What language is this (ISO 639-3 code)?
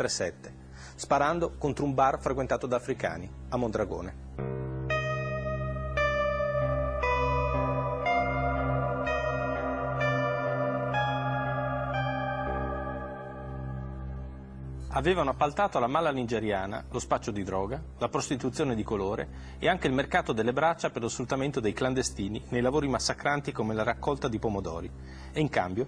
ita